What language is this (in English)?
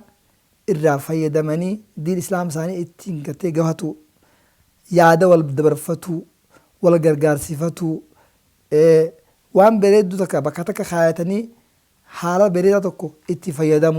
Oromo